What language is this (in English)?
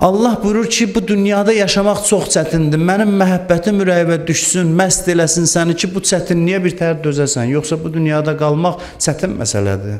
Azerbaijani